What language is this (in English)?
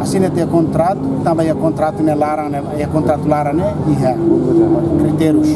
Tetum